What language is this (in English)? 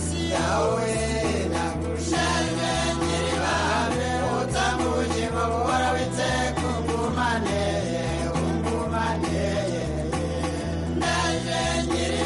Kinyarwanda